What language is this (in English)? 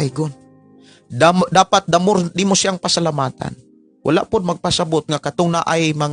Cebuano